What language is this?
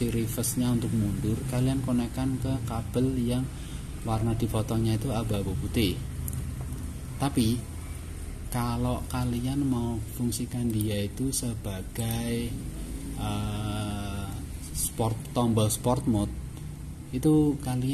Indonesian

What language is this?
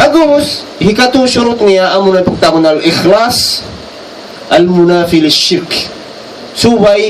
Tausug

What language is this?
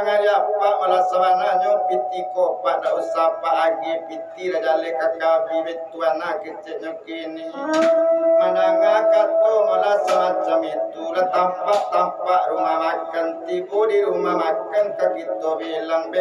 Minangkabau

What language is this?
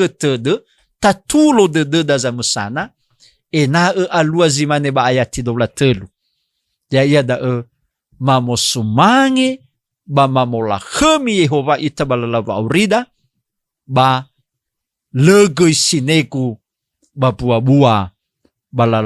Nias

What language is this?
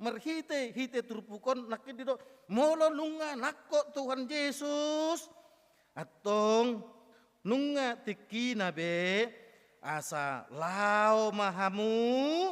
Batak Toba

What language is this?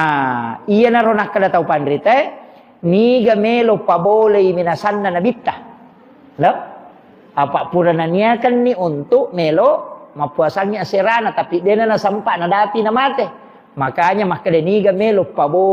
Buginese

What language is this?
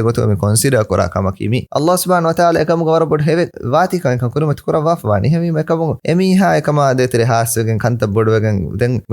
Divehi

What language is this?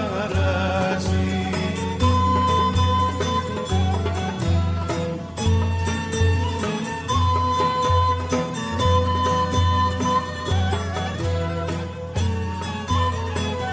Greek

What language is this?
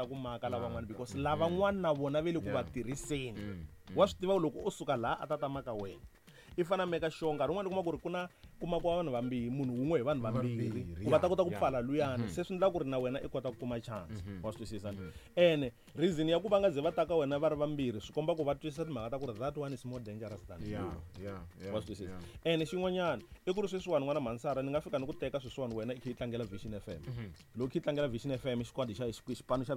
Tsonga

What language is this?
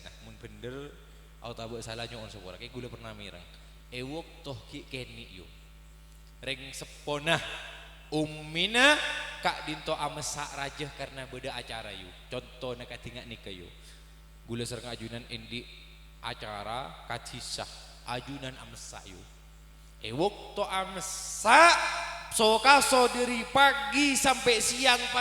Madurese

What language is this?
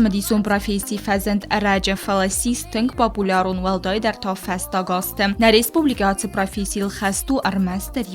Ossetic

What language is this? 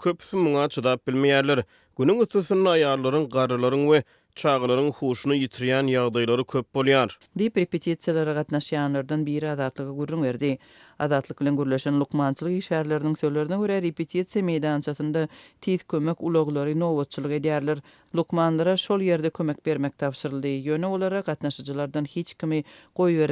Turkmen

